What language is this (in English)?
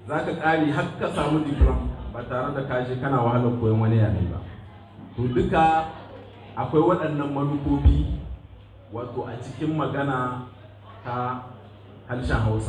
Hausa